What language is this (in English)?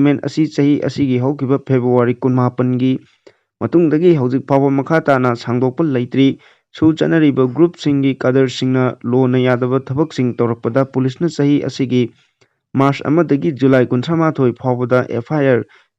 Manipuri